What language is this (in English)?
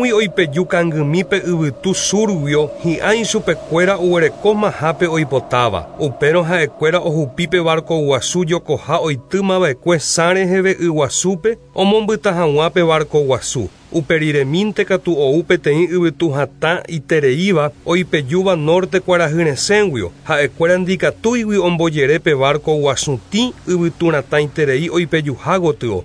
Guarani